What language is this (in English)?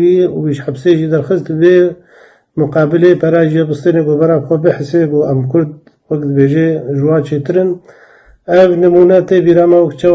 Kurdish